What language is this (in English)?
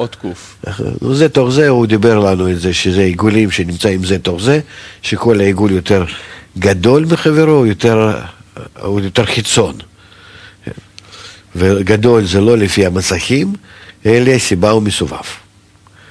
Hebrew